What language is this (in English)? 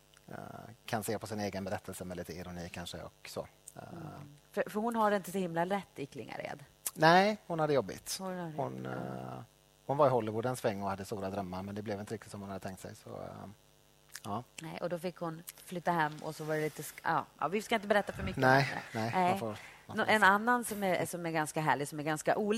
Swedish